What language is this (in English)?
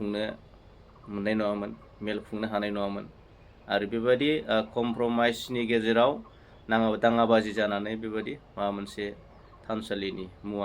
Bodo